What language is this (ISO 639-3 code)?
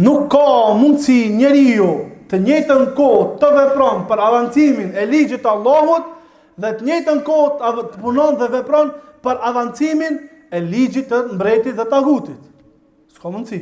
sqi